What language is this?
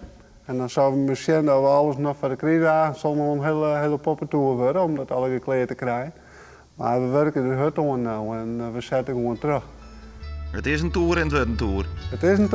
Western Frisian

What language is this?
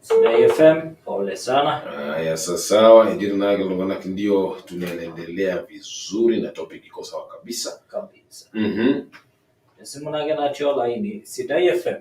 Masai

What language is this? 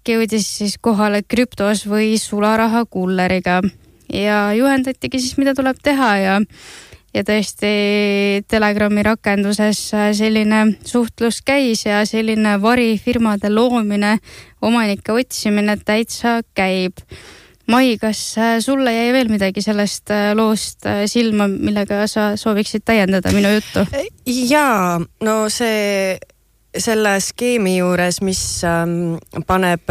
Estonian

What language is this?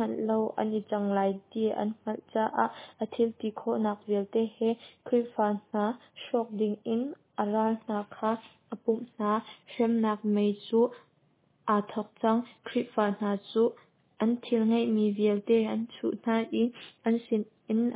Hakha Chin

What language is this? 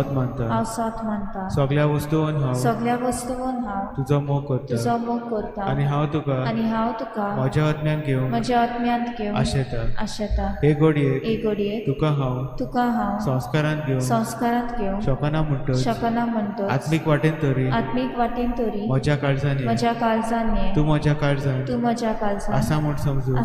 Konkani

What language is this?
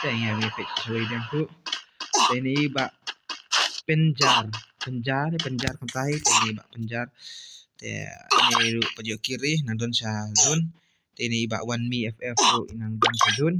Khasi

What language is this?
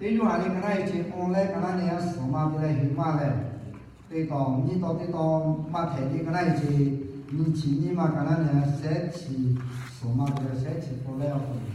Lahu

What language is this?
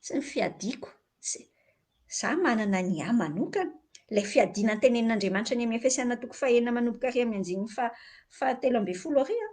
Malagasy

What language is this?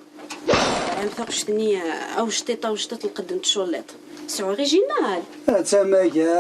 Kabyle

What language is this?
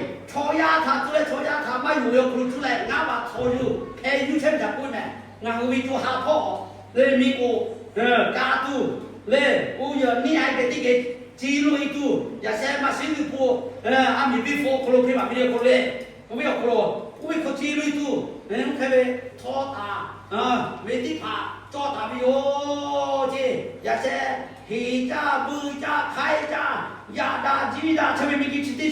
Lahu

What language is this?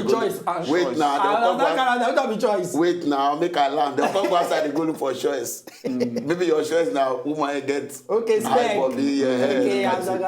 Nigerian Pidgin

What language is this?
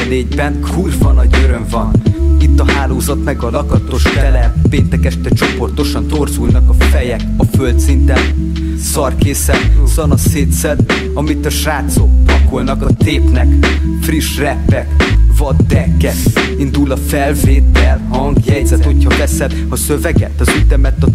Hungarian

